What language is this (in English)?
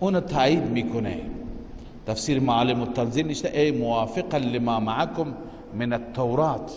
Persian